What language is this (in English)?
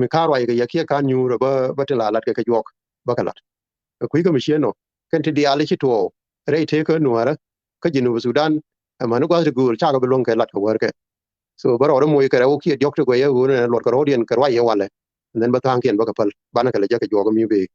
Nuer